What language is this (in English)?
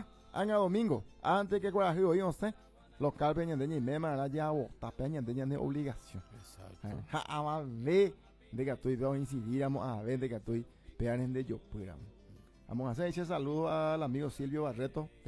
Guarani